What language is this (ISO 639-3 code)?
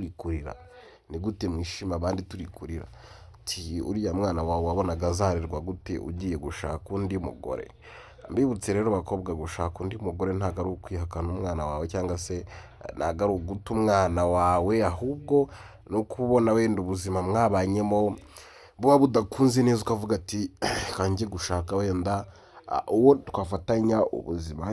kin